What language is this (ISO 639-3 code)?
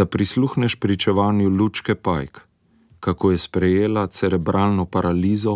slv